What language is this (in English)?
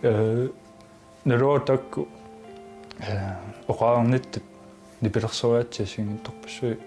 Kalaallisut